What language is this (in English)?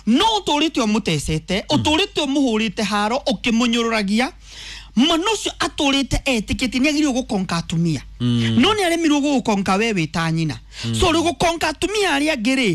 Kikuyu